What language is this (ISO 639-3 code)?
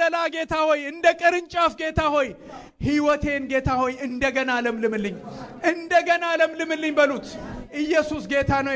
amh